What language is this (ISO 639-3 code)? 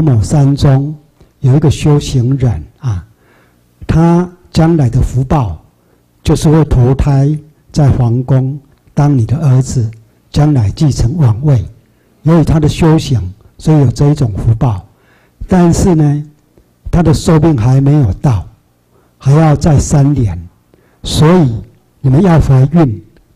zho